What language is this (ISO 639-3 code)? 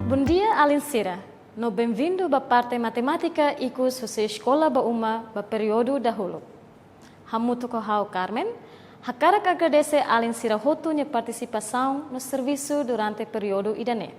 tet